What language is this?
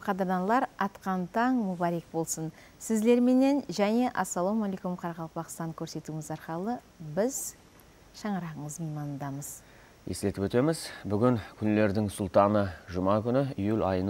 Kara-Kalpak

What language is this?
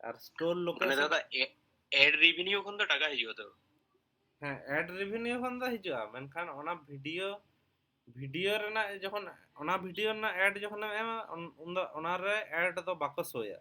Santali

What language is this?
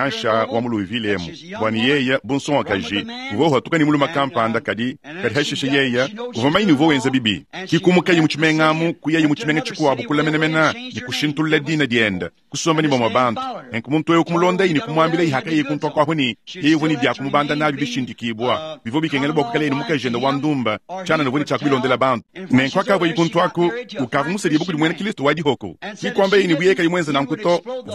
Luba-Lulua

